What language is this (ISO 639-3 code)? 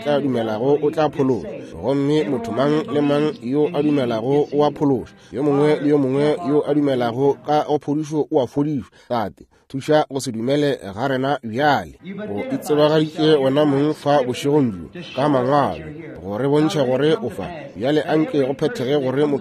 nso